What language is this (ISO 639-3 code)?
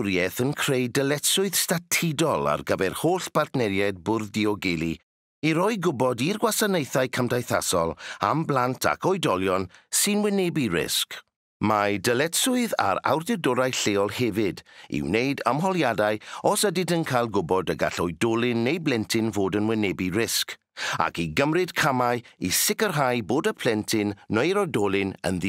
cym